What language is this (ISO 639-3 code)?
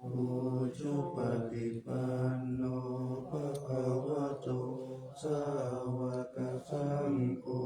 pli